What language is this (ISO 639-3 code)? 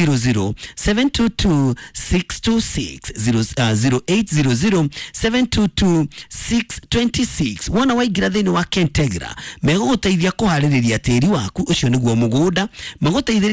kik